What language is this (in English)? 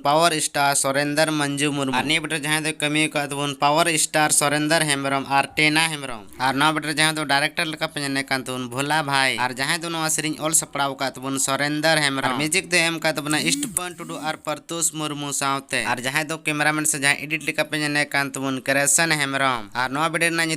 Santali